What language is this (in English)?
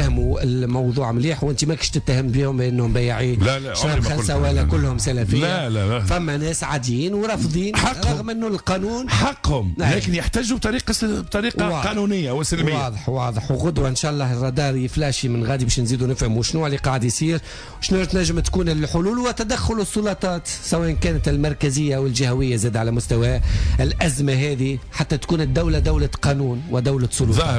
Tunisian Arabic